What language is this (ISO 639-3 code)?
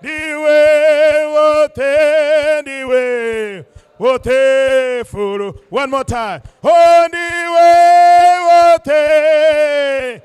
ven